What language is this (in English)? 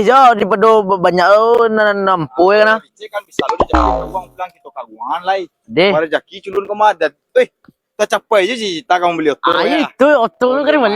Minangkabau